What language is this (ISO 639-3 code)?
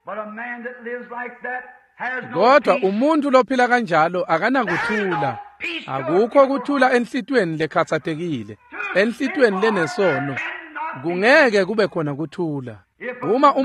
ssw